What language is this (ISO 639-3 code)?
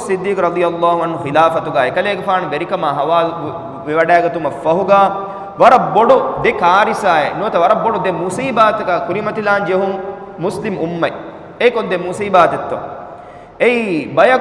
div